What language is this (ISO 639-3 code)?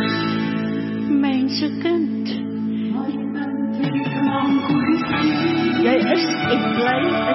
afr